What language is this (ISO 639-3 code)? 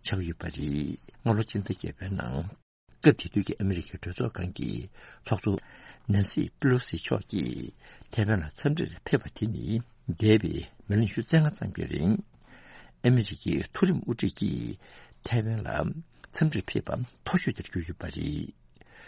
bod